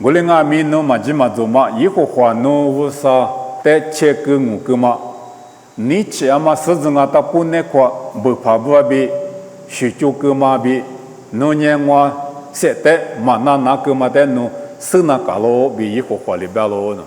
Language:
Lisu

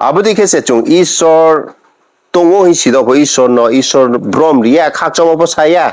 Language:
Riang (India)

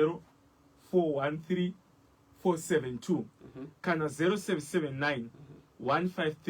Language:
Shona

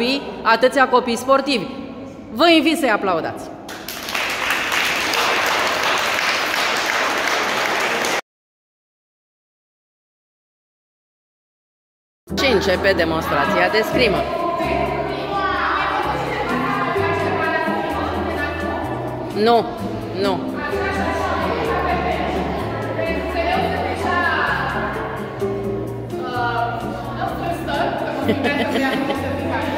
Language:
Romanian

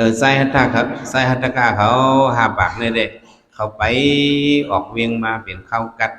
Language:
Shan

